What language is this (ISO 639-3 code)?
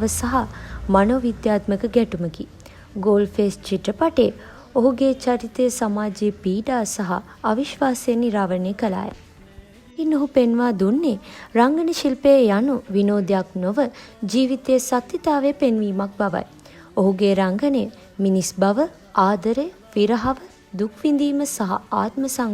sin